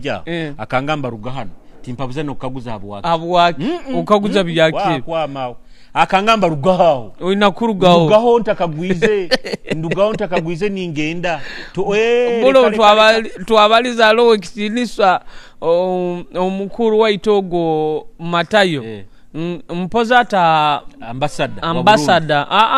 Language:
Nyoro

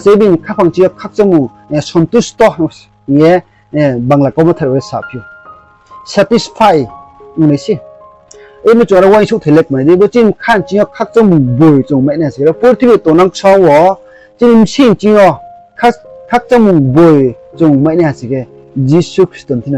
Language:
Riang (India)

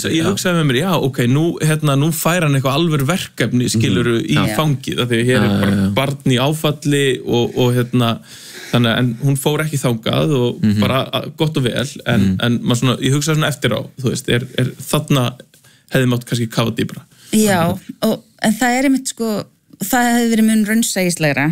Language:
Icelandic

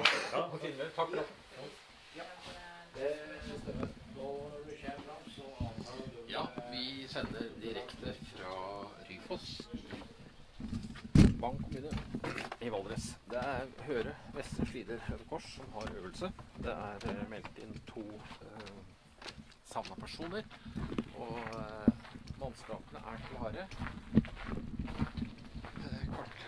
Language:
Norwegian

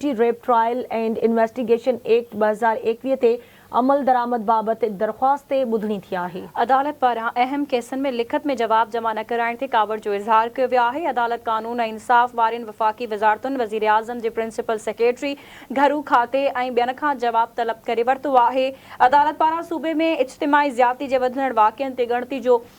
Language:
Sindhi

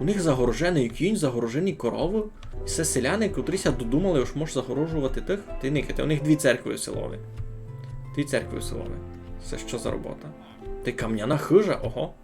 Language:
Rusyn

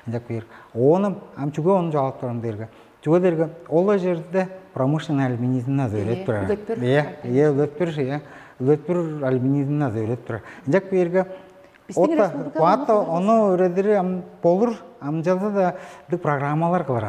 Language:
Tuvinian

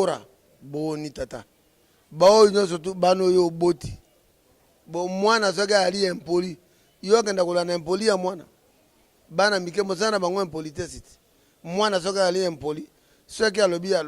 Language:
Lingala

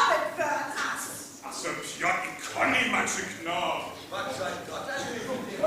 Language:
Northern Frisian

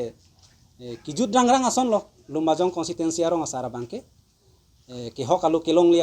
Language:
Karbi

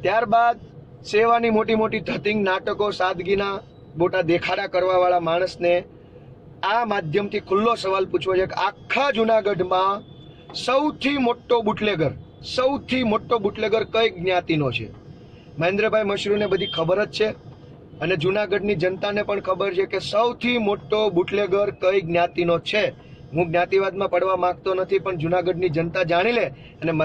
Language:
Gujarati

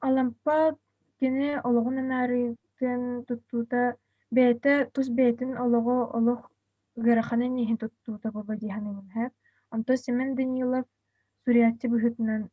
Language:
Yakut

